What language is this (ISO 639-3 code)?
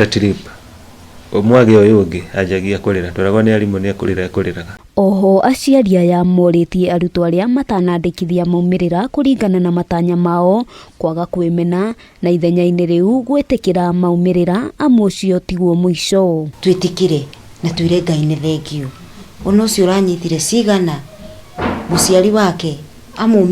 kik